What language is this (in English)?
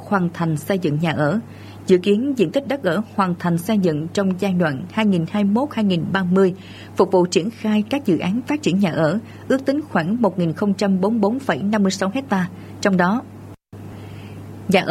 Vietnamese